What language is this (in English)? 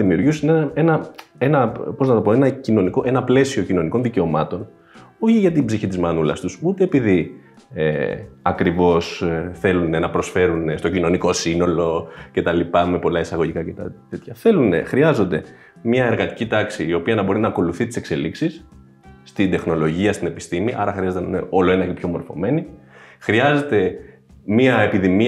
Greek